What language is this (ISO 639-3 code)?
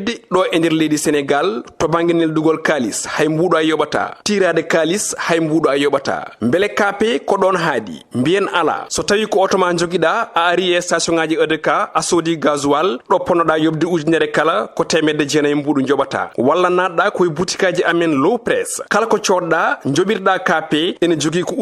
ful